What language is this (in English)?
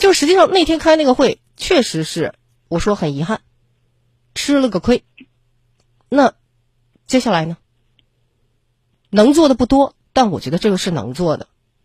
Chinese